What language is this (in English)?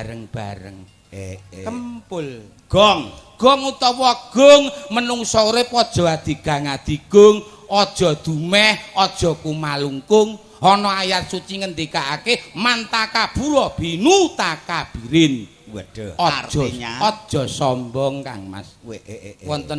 Javanese